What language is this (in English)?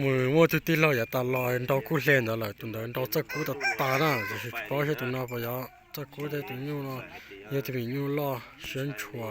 Hmong